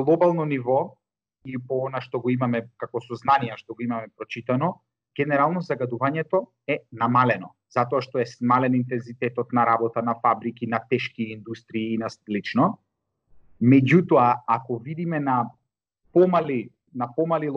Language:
Macedonian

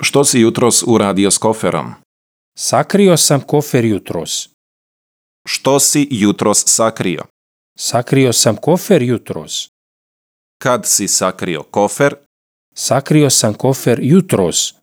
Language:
Serbian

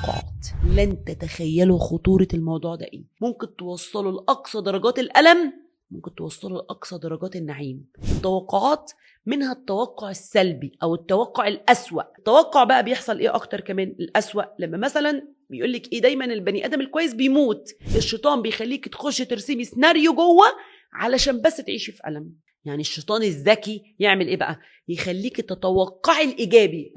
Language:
Egyptian Arabic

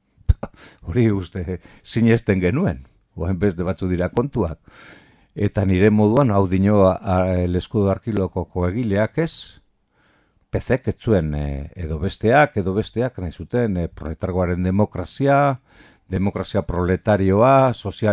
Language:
Basque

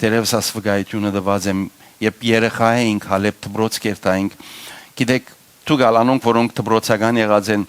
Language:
Western Armenian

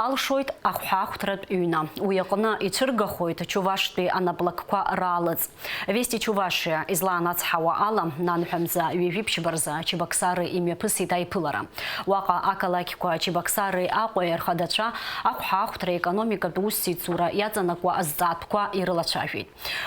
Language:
Abkhazian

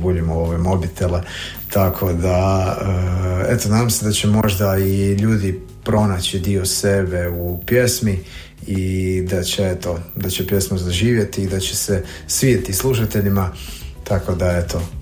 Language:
Croatian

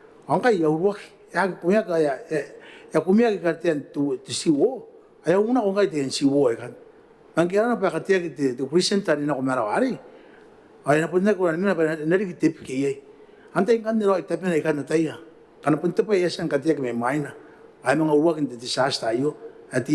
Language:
Gilbertese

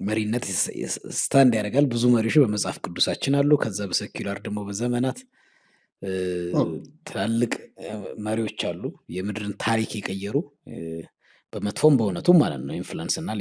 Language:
Amharic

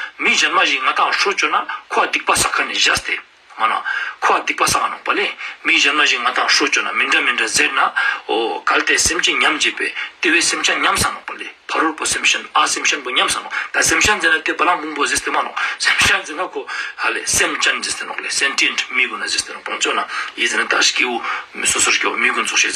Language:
Ladakhi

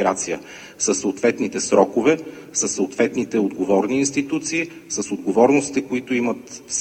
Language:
Bulgarian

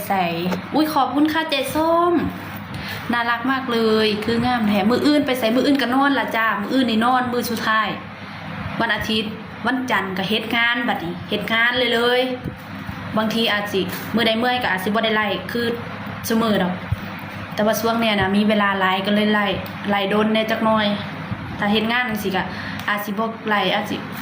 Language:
Northeastern Thai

